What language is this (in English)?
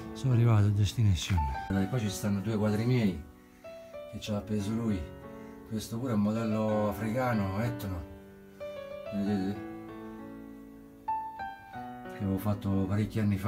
Italian